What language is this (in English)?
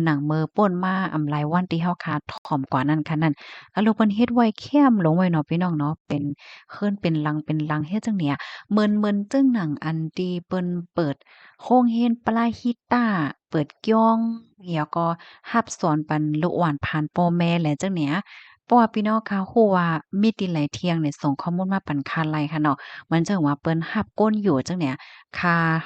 Shan